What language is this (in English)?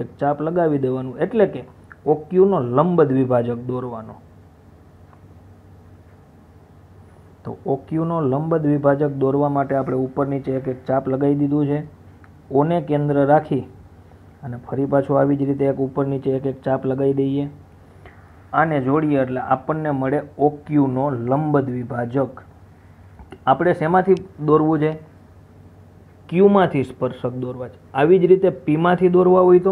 Gujarati